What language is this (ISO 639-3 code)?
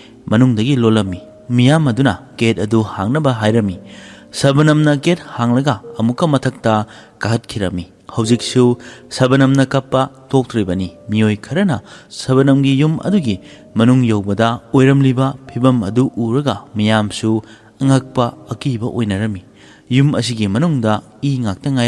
mni